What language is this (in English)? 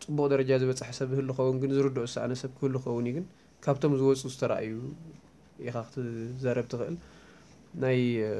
Tigrinya